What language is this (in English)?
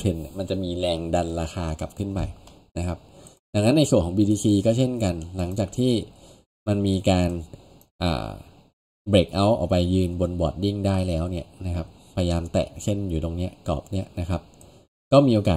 Thai